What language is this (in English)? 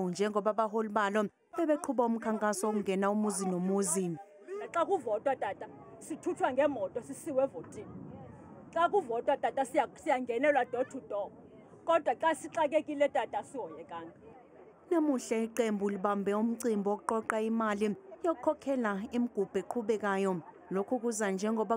Zulu